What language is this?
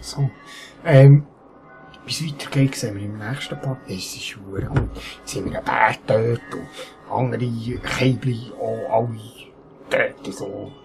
Swiss German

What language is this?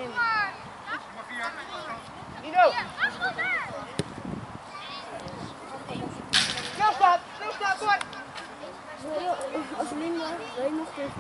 Dutch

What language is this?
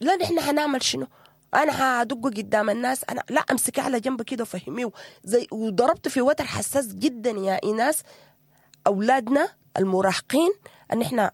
Sudanese Arabic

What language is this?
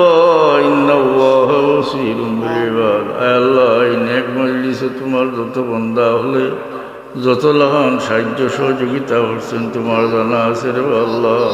Sylheti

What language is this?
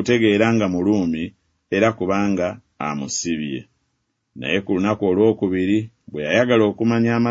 Ganda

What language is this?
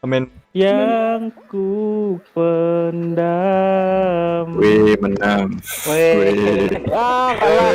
Banjar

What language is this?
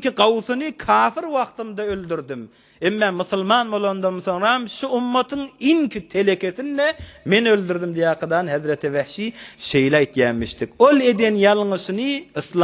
Turkmen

